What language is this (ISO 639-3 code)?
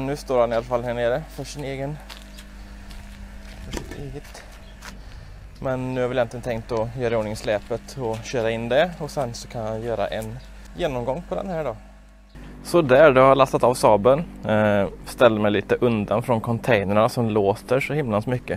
swe